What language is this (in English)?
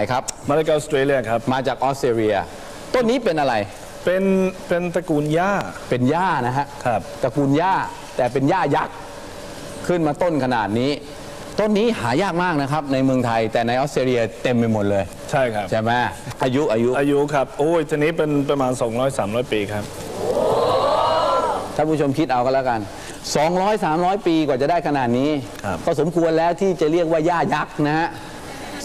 Thai